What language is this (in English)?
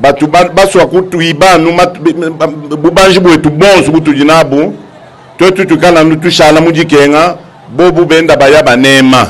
Luba-Lulua